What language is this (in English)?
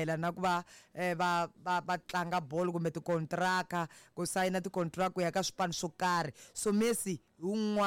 Tsonga